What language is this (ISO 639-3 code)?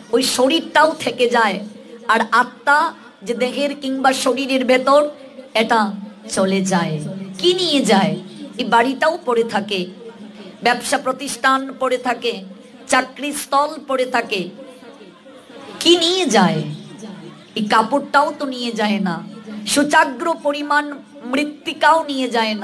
ben